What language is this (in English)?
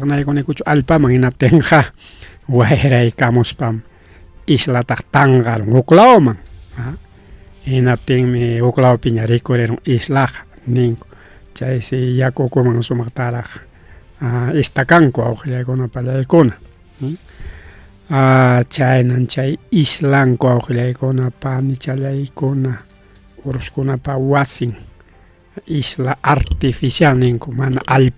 Ayacucho Quechua